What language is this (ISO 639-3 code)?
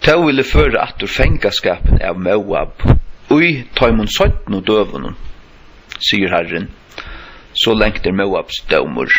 fao